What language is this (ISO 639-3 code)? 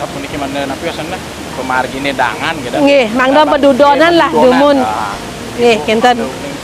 ban